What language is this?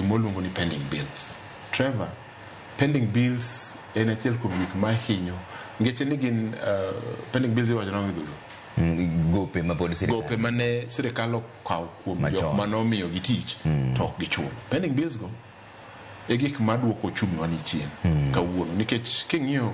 Luo (Kenya and Tanzania)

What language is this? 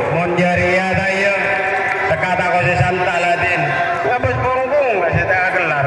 Madurese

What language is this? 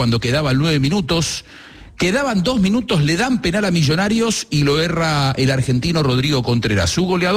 Spanish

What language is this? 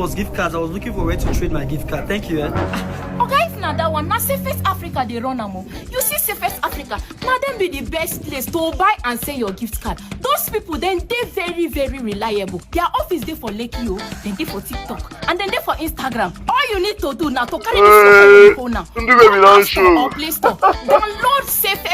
Nigerian Pidgin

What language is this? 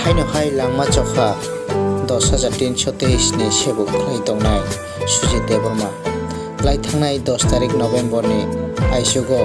Kok Borok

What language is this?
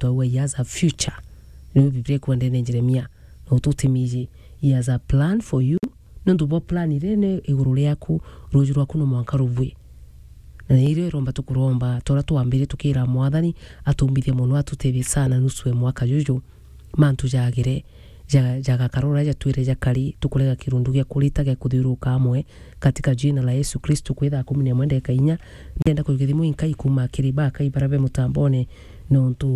Meru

